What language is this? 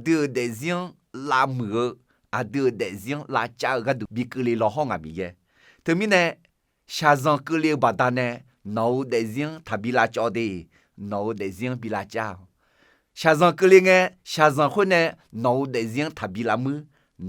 Akha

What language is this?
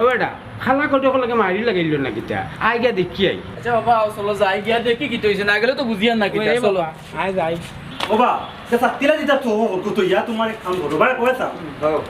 Sylheti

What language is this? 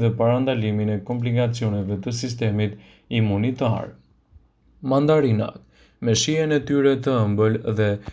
Albanian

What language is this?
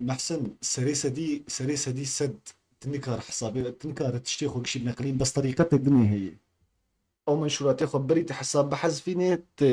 Kurdish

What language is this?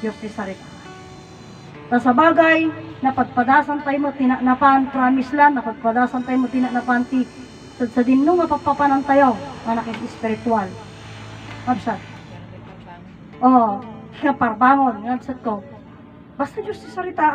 Iloko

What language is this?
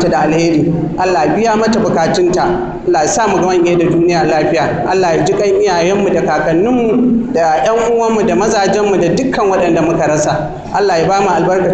Hausa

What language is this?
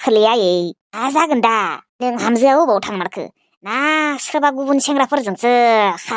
Bodo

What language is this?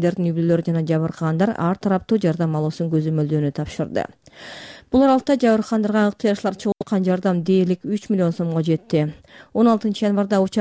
Kyrgyz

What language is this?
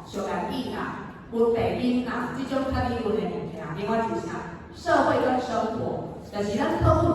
Min Nan Chinese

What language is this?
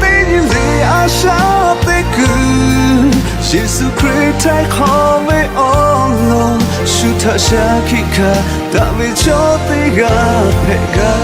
Lahu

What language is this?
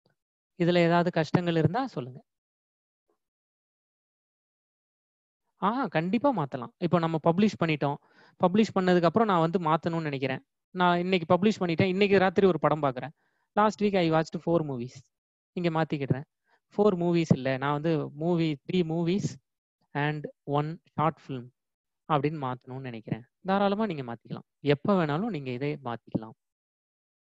Tamil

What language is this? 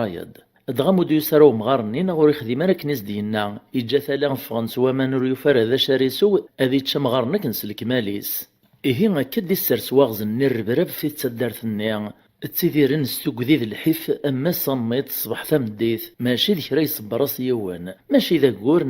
Kabyle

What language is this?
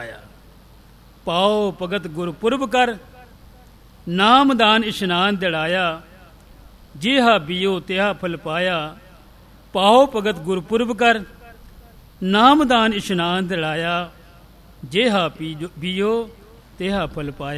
Punjabi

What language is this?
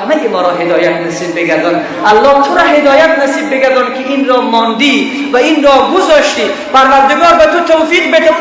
Persian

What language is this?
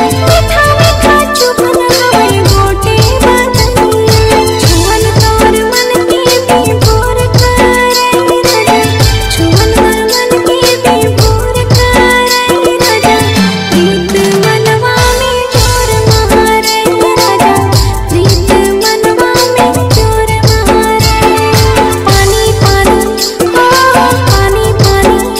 Bhojpuri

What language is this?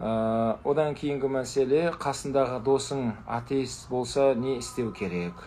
Kazakh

